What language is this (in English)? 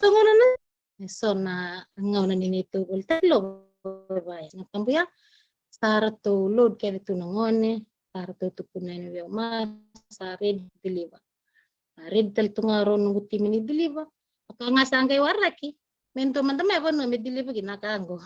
Fijian